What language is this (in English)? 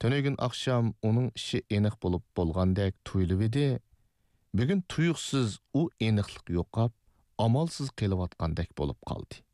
Uyghur